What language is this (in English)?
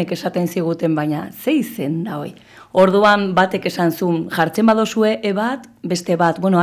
Basque